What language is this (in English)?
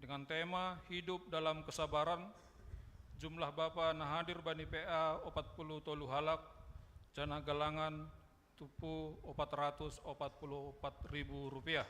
Batak Simalungun